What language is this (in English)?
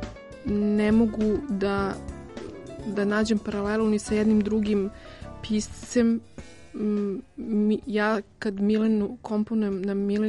Serbian